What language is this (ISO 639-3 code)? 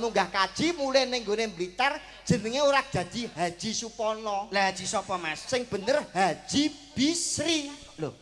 jav